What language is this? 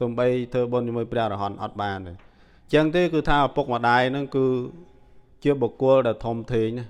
Khmer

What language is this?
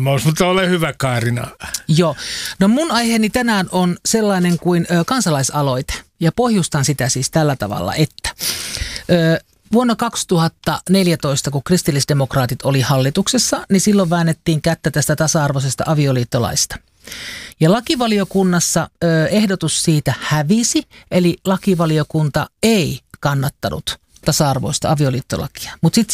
Finnish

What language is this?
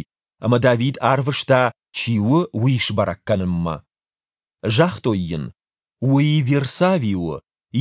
Ossetic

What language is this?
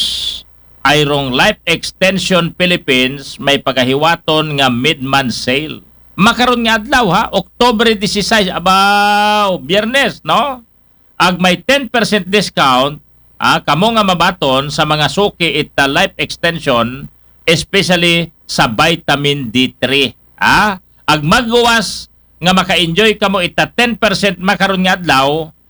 Aklanon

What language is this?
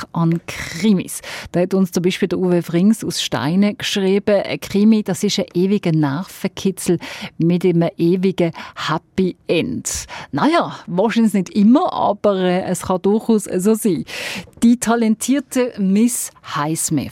German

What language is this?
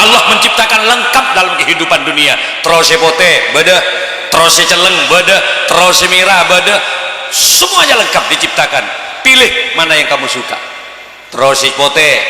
Madurese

